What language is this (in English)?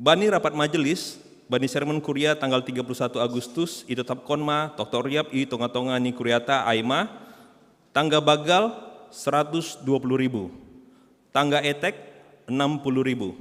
Batak Simalungun